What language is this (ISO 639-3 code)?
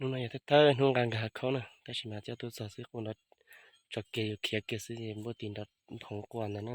hmn